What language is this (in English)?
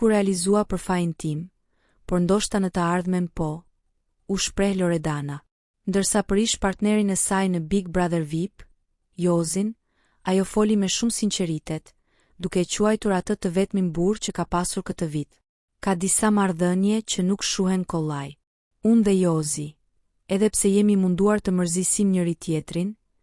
Albanian